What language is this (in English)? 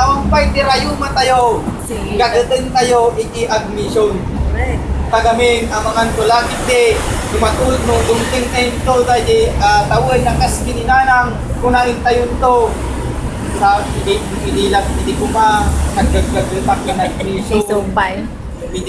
Iloko